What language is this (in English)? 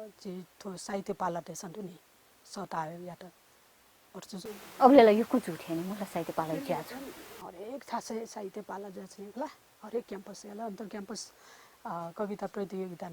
Newari